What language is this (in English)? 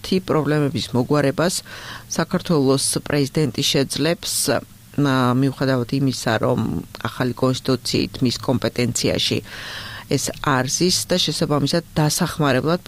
Georgian